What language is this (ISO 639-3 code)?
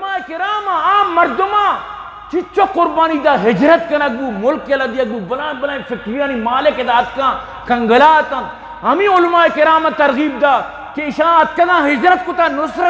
bgp